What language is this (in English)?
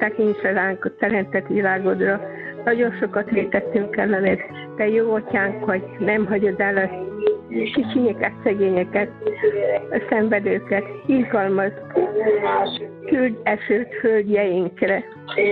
Hungarian